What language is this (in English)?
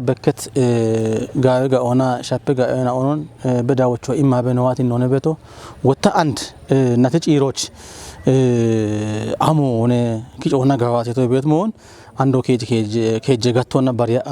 Kafa